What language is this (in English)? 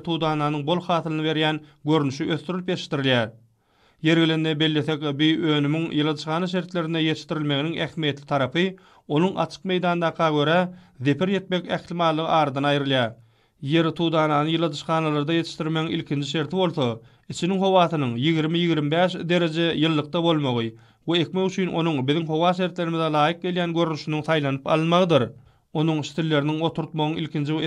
Turkmen